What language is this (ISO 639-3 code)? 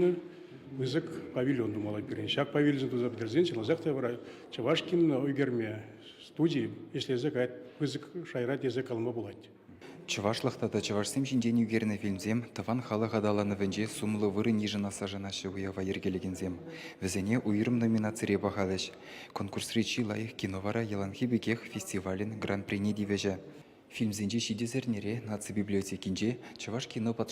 chv